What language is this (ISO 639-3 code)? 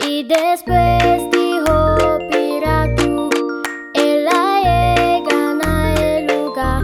pap